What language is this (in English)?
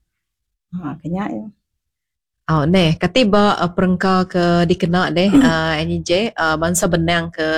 Iban